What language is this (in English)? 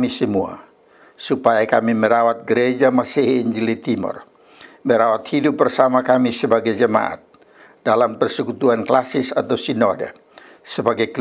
Kupang Malay